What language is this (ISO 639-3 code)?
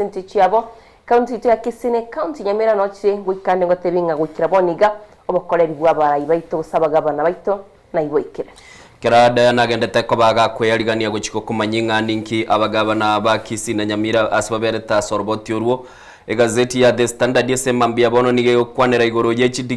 guz